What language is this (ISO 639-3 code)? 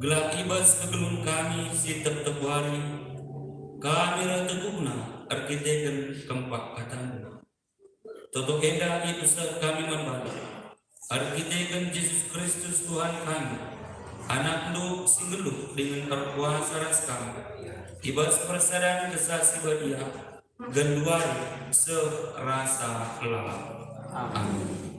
btx